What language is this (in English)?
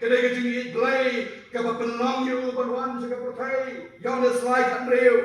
Khasi